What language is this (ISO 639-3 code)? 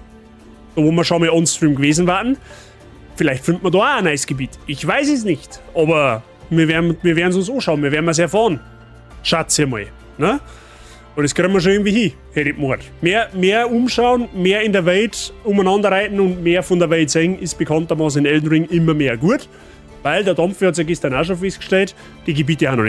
bar